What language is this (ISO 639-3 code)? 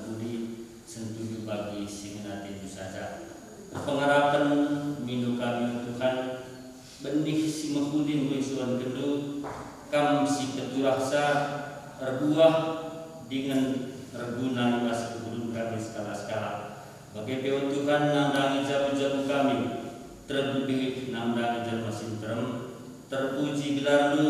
btx